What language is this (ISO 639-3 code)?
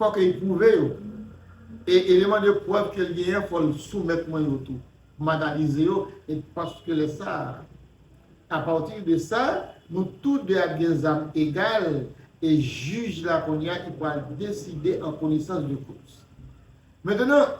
hat